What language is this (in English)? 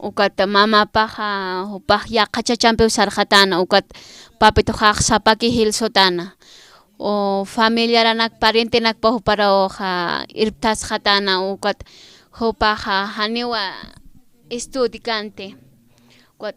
Aymara